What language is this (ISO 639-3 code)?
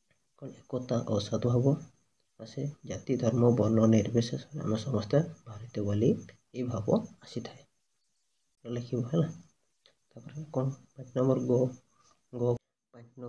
ori